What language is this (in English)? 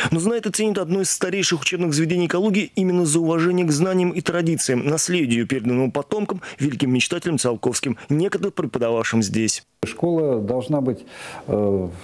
Russian